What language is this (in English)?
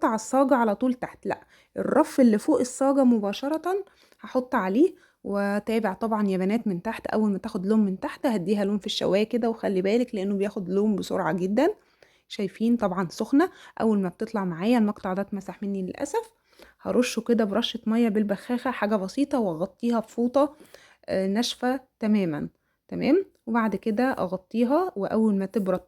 Egyptian Arabic